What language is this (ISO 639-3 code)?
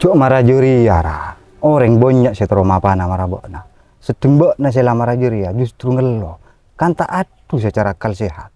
mad